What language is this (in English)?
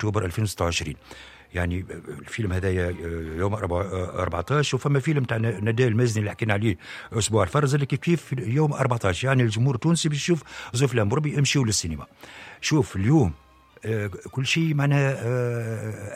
Tunisian Arabic